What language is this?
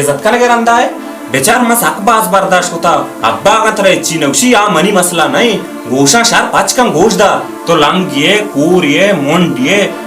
Baluchi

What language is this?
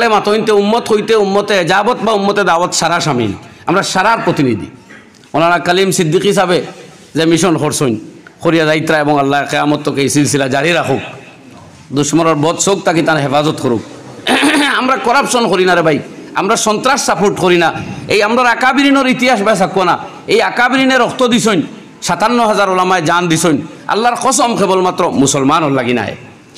Sylheti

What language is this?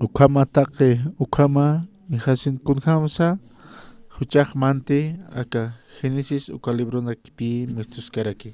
Aymara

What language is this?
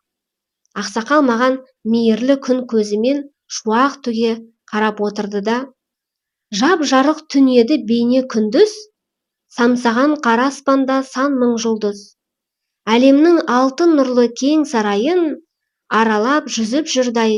Kazakh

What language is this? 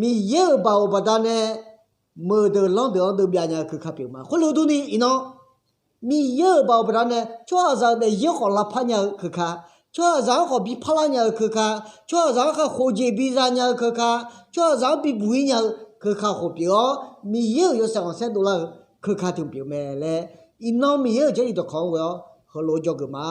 Akha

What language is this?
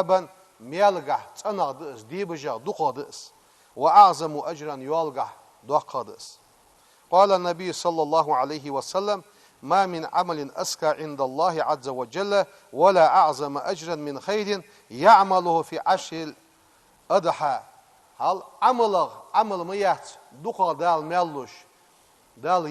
Ingush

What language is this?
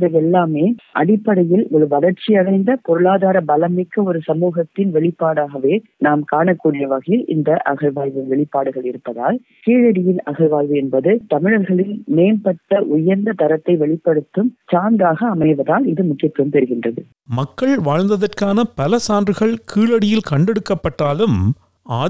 Tamil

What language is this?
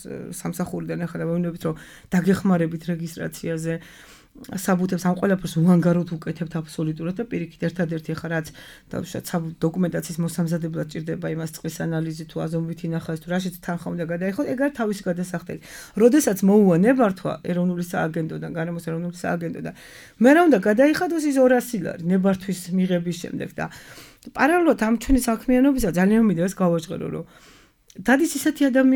Georgian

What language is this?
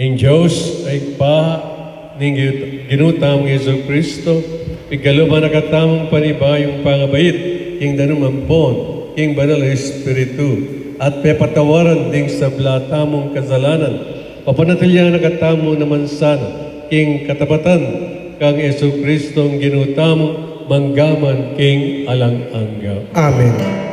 Pampanga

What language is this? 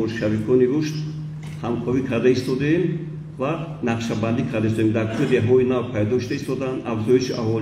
Tajik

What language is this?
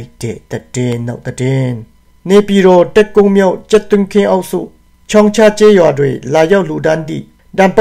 Burmese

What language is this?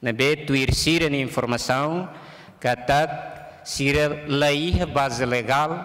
Tetum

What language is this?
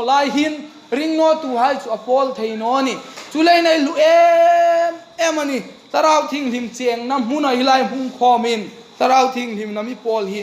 Hmar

